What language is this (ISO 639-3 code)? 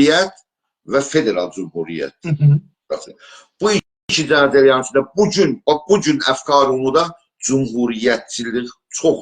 azb